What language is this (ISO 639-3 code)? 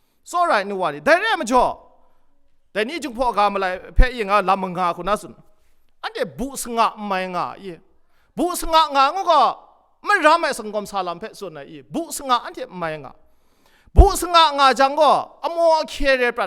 kac